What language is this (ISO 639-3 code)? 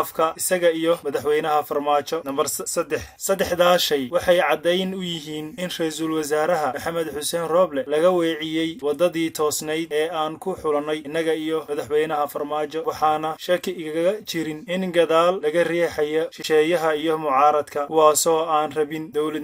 som